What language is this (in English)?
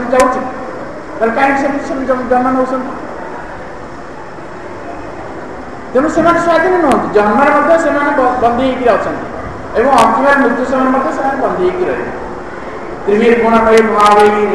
Odia